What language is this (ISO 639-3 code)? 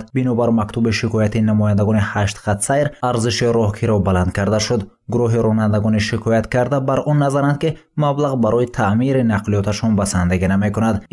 tgk